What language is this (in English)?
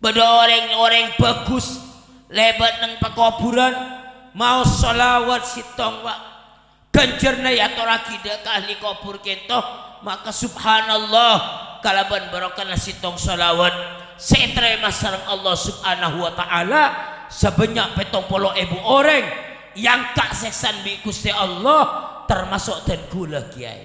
Madurese